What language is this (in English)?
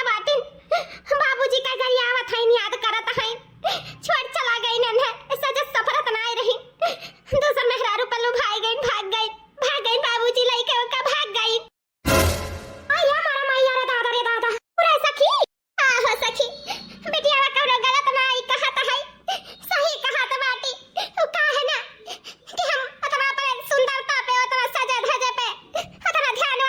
Awadhi